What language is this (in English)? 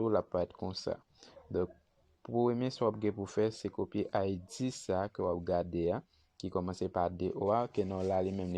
Haitian Creole